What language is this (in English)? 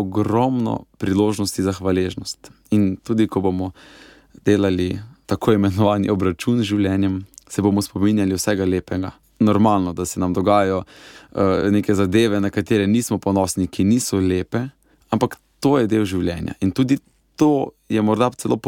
Slovenian